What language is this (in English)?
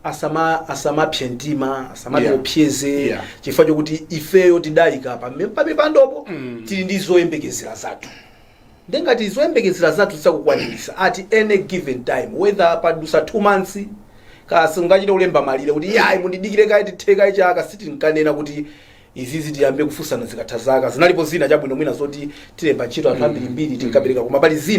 Nyanja